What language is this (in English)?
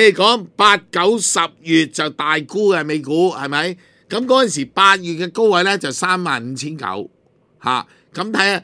Cantonese